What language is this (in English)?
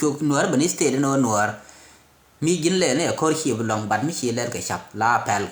Nuer